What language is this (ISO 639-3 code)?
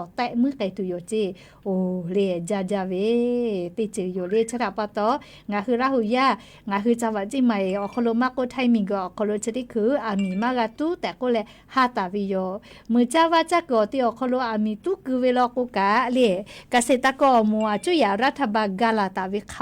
lhu